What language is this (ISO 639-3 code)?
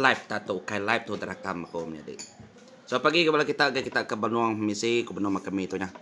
iba